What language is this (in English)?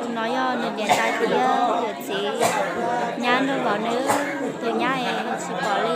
Hmong